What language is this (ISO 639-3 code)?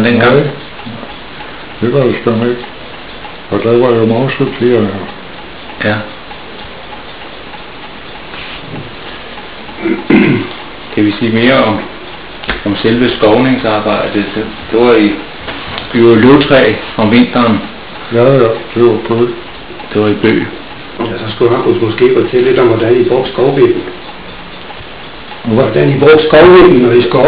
dan